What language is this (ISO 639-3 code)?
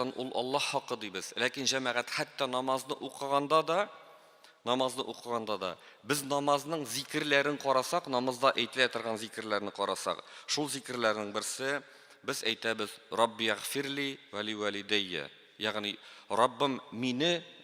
tat